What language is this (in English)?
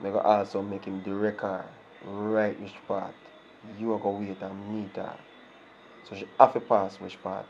Jamaican Creole English